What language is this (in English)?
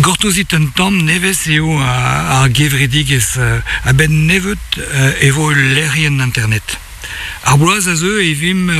Breton